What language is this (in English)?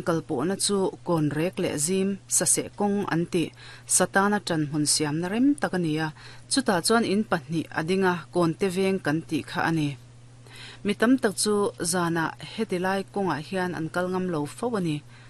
Mizo